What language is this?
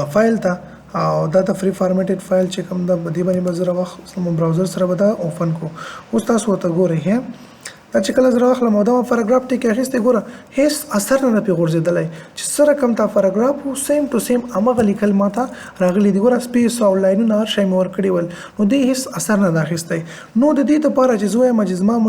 Pashto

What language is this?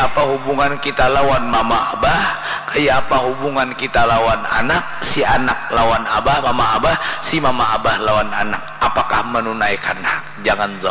Banjar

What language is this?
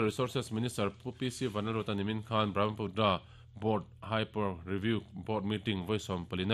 Mizo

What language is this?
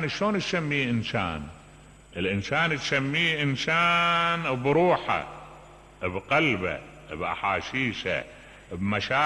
Mesopotamian Arabic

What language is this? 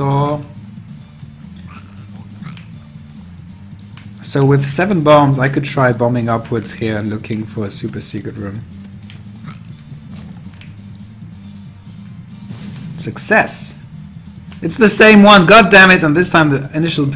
English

